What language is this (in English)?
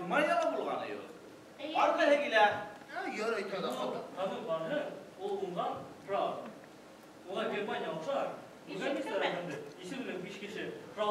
Bashkir